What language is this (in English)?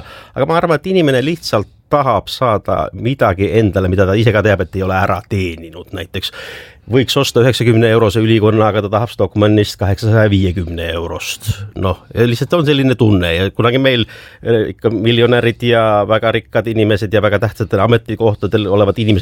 Estonian